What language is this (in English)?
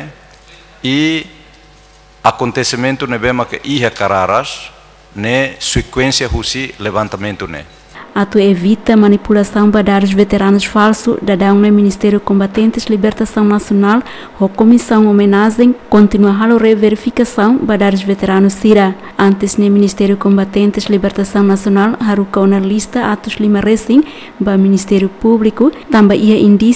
Tetum